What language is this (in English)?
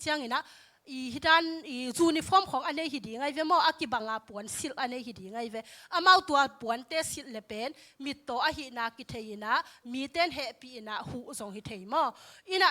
Tedim Chin